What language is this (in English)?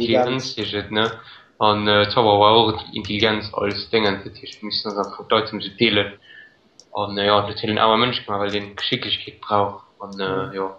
Luxembourgish